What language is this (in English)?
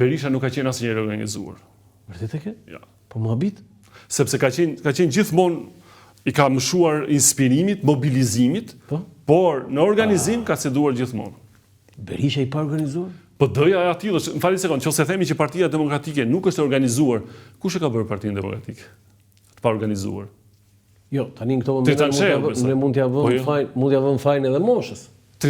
Albanian